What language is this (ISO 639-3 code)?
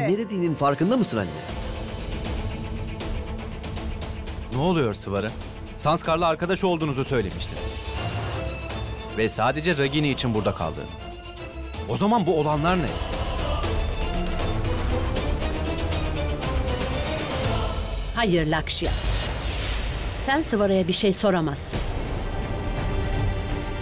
tur